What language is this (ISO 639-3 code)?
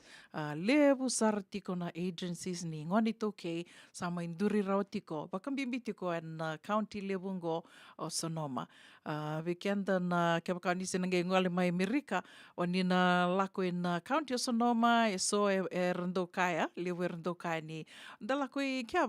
fij